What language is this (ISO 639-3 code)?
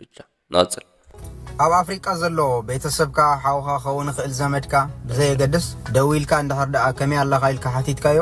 tir